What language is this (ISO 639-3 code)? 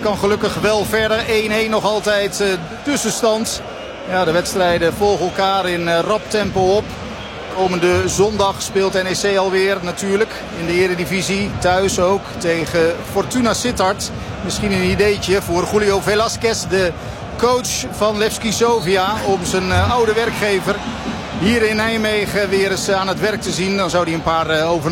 nld